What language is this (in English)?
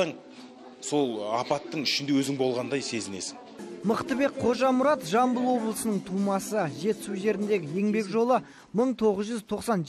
Kazakh